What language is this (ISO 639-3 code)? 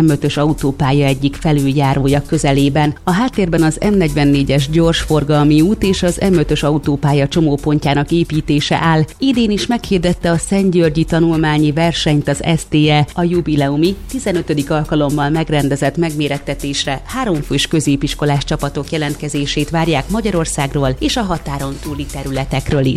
hun